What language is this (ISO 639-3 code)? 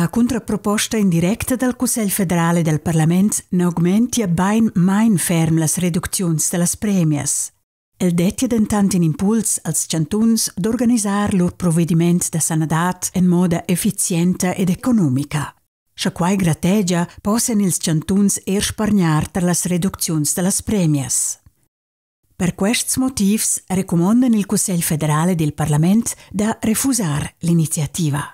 roh